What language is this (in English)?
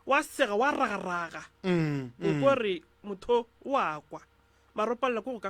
Northern Sotho